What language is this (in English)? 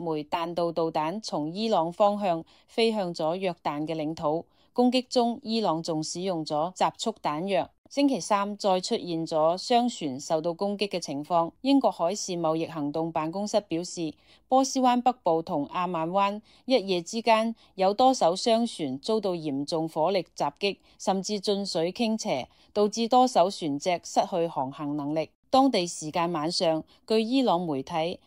Cantonese